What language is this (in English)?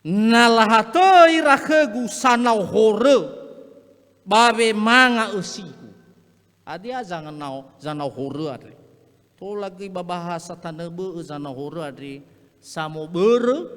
Nias